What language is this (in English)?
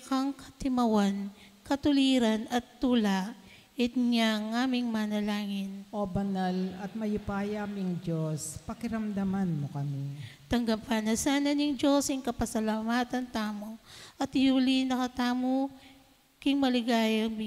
Pampanga